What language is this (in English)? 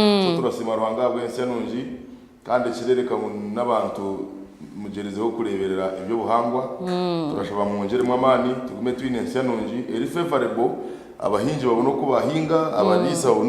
Nyankole